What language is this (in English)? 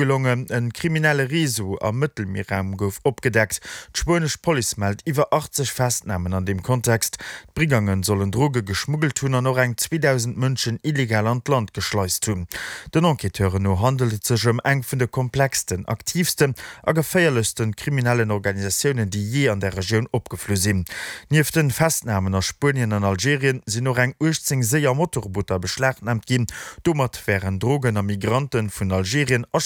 Luxembourgish